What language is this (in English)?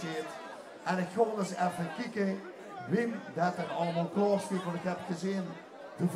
Limburgish